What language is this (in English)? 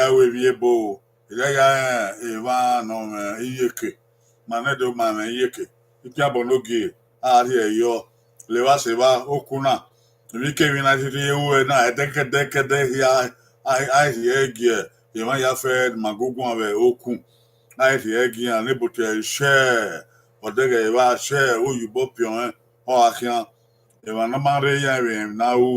Bini